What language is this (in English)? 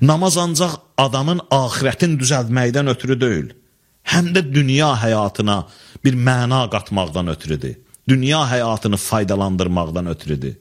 Azerbaijani